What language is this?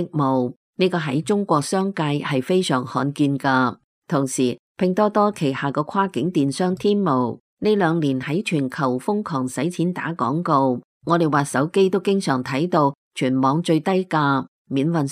Cantonese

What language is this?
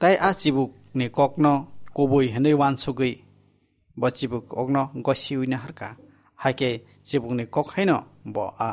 Kok Borok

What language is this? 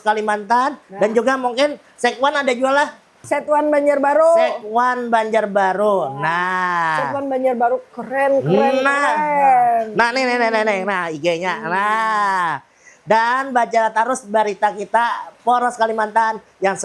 Banjar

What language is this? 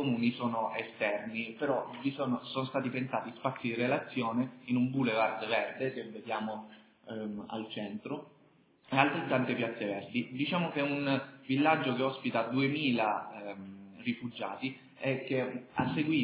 Italian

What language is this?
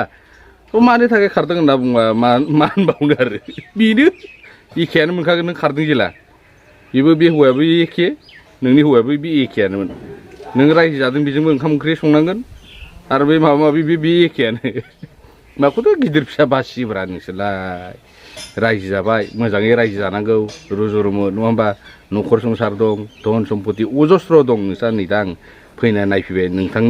Bodo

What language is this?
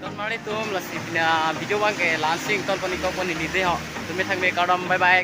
Karbi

